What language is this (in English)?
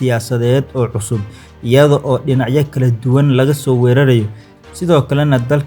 Somali